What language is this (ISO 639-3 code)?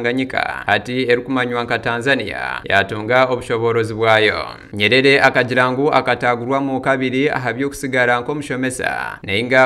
nyn